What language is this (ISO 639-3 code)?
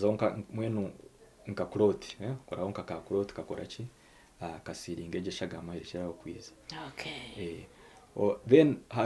nyn